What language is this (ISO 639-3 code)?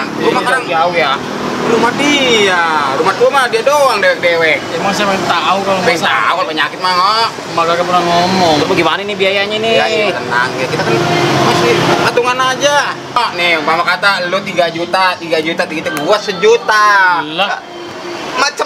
bew